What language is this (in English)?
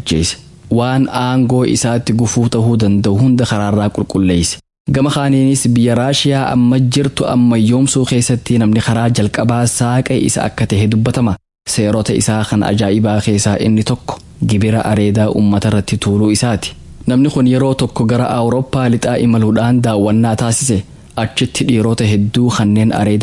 Somali